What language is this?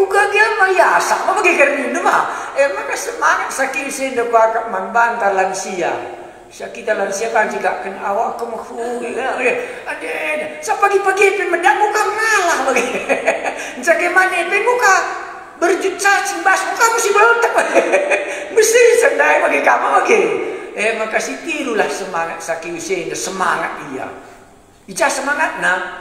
Batak Karo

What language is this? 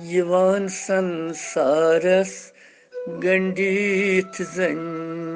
Kashmiri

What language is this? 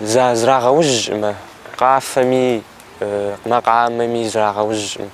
Kabardian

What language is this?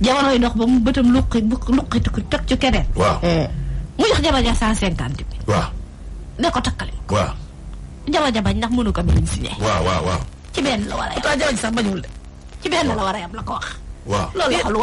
Wolof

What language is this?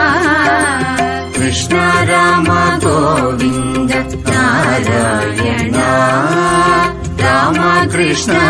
Telugu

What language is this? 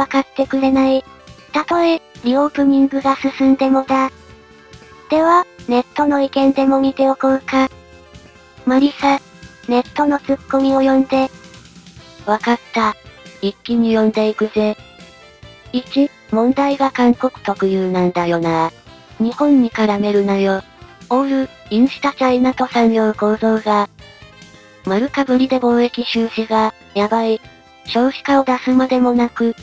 Japanese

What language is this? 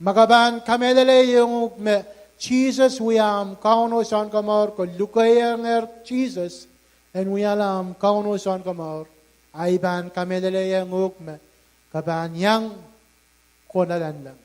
Pohnpeian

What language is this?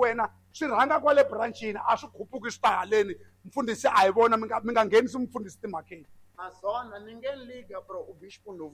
Tsonga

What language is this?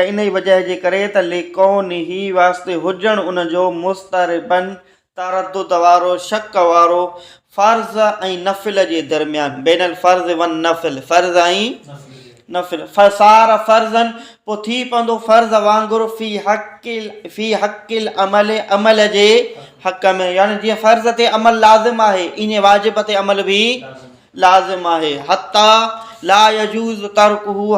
Sindhi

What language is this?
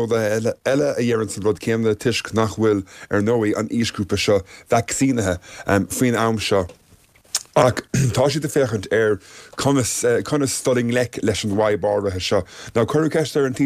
Irish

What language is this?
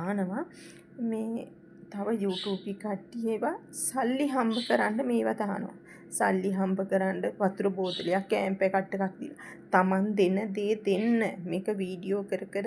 Sinhala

